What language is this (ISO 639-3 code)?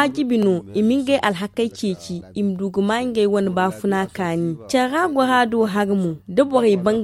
dje